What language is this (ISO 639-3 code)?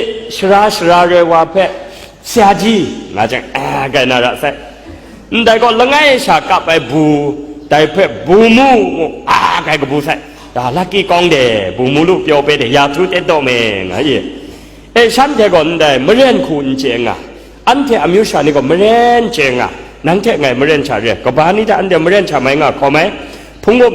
kac